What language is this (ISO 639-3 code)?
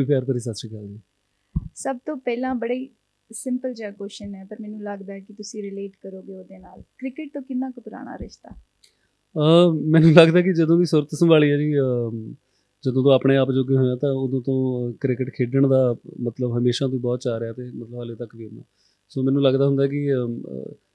pan